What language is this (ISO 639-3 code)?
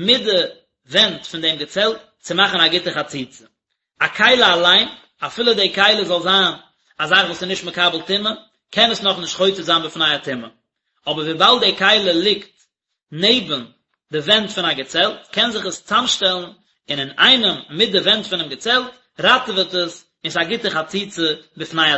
yid